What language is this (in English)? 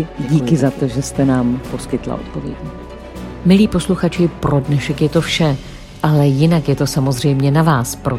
Czech